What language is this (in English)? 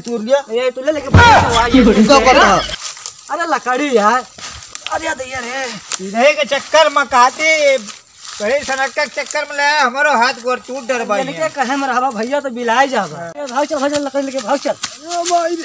Awadhi